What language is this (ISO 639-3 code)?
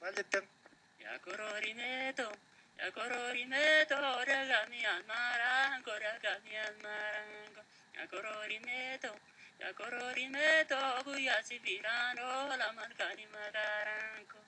orm